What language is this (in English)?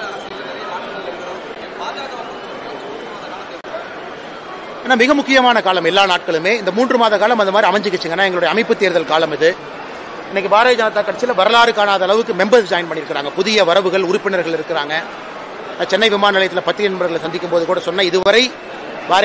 Tamil